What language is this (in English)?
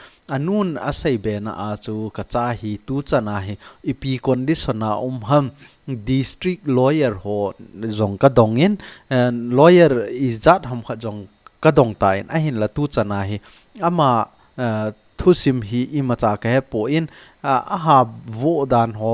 Thado Chin